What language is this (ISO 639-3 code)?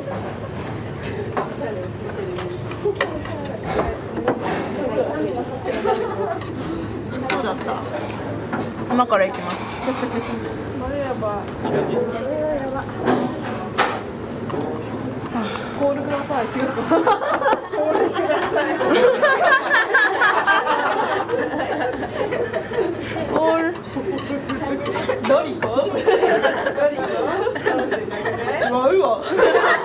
jpn